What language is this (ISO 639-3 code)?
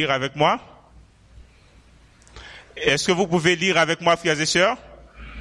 fra